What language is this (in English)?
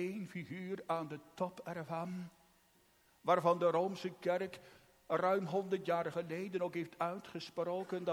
Dutch